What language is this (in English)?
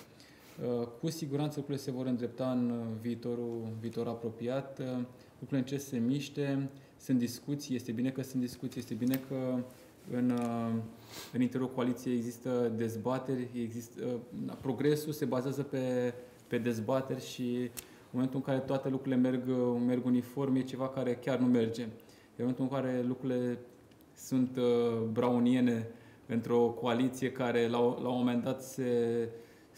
Romanian